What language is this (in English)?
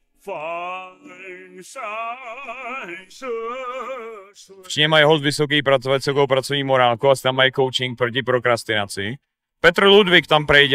Czech